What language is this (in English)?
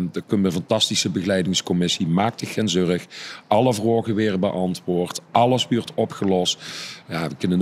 Limburgish